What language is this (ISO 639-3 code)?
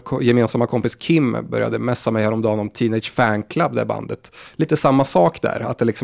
swe